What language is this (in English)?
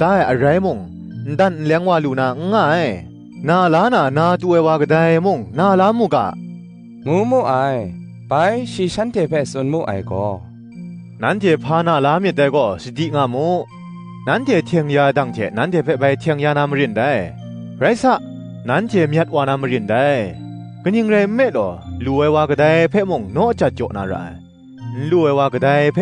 Kachin